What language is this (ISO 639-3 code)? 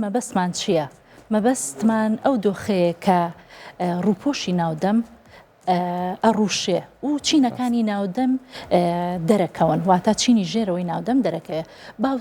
ckb